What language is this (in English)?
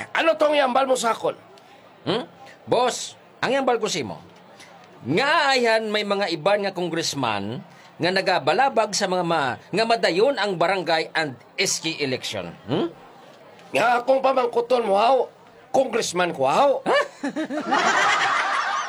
Hiligaynon